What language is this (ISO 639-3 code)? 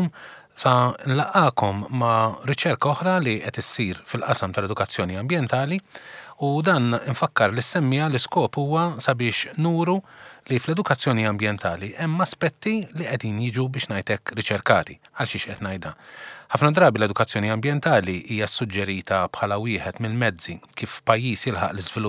mlt